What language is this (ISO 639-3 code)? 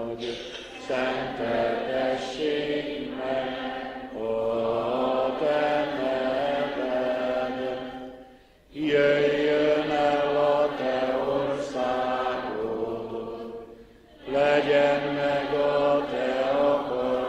hun